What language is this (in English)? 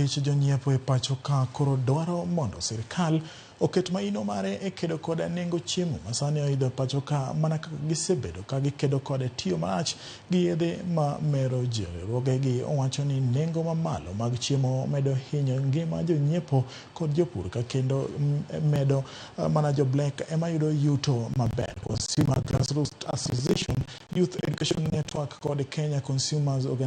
Luo (Kenya and Tanzania)